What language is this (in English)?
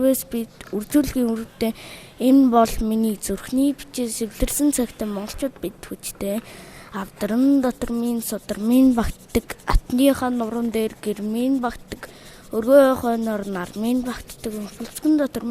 Mongolian